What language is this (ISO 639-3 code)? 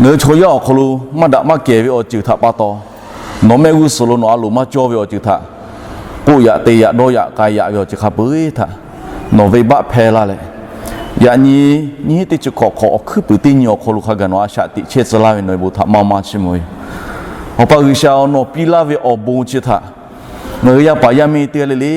lhu